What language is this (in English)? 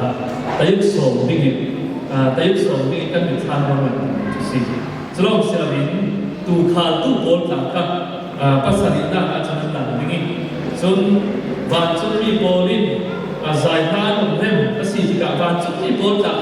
Falam Chin